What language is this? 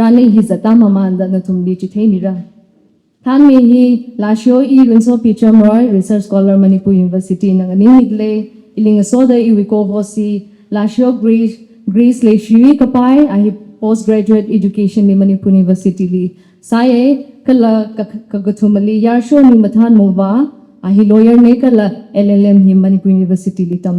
Tangkhul Naga (India)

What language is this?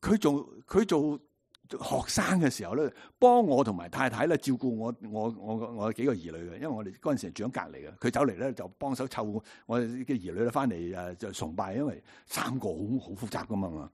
Cantonese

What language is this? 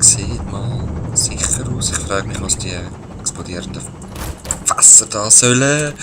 Swiss German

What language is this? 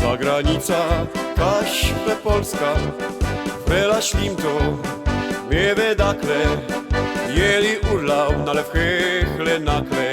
Silesian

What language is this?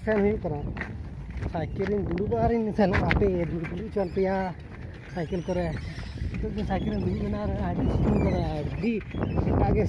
Santali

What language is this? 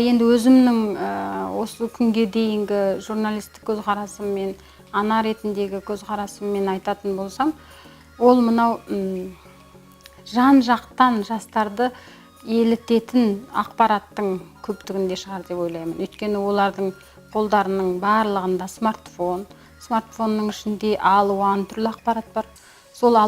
Kazakh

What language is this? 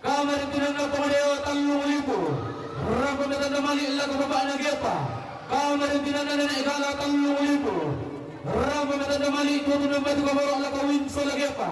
Toraja-Sa'dan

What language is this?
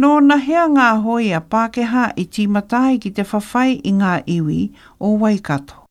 Māori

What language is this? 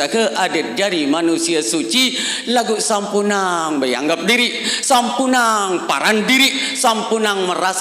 Sasak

